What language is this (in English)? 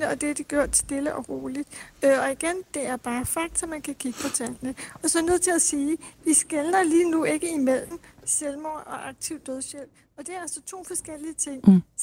Danish